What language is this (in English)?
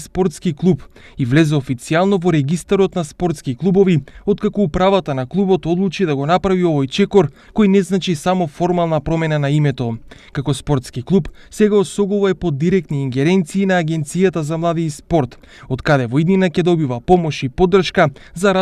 Macedonian